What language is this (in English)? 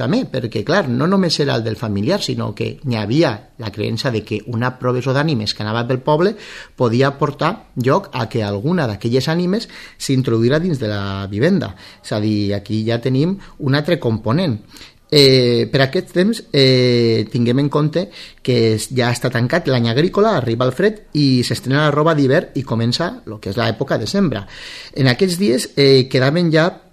Catalan